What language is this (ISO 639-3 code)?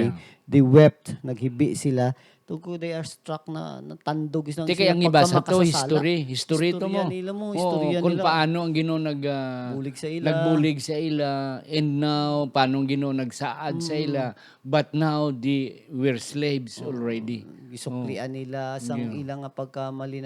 hil